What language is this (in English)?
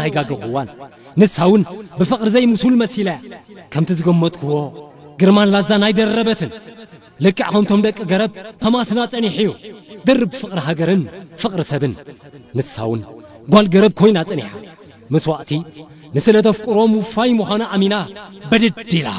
Tigrinya